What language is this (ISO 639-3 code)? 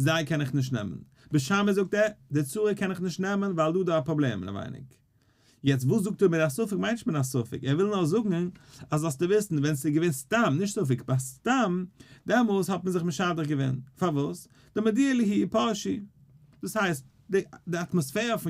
yid